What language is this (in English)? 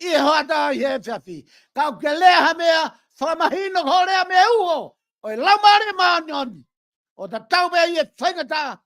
Tongan